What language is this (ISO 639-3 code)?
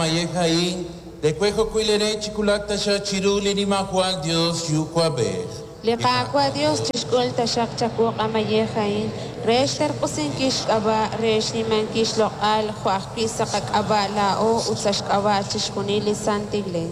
kek